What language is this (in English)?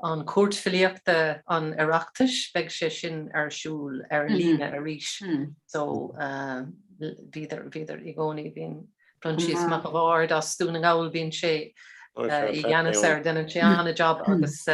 Irish